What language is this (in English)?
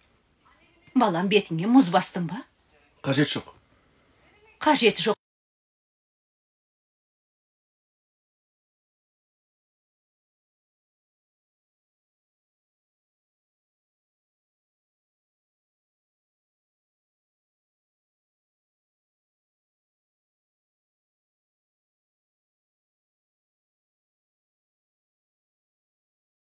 Kazakh